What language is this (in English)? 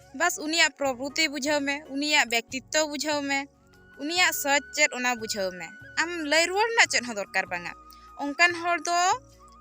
Santali